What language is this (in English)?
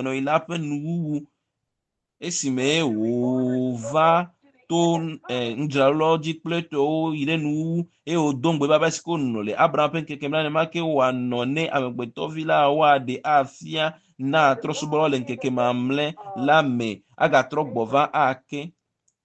Ewe